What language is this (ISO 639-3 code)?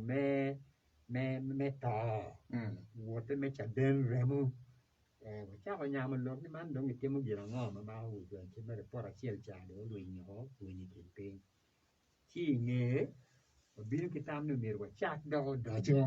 ach